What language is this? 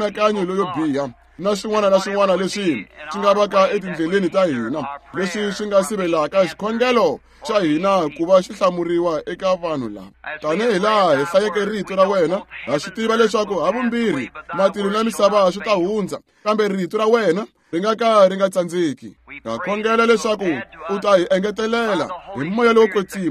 Tsonga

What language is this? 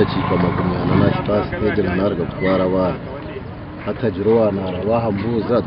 Nyankole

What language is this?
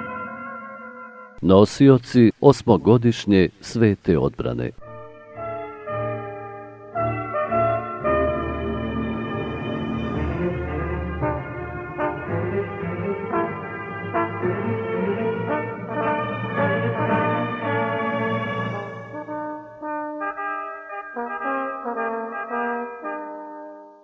Bosnian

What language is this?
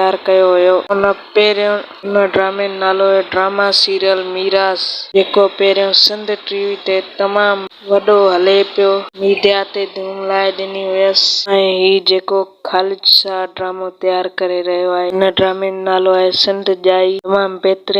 Sindhi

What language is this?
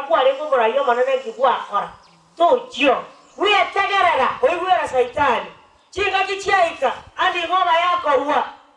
Gusii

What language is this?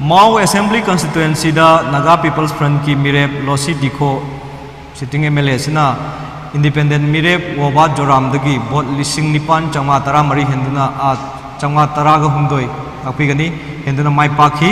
Manipuri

